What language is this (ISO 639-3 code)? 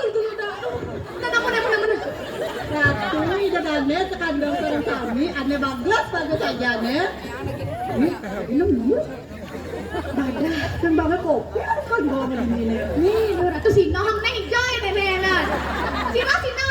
ban